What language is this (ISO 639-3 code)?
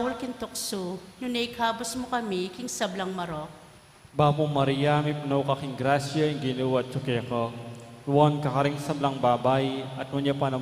pam